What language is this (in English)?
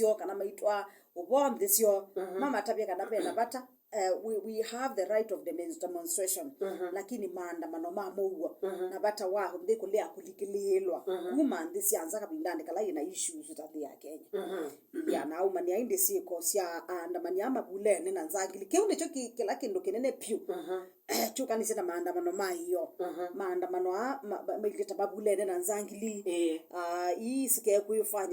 Kamba